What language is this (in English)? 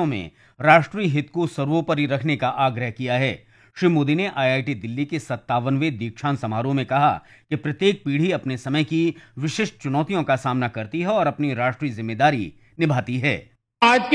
Hindi